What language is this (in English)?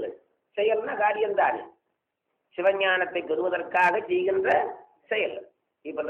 Tamil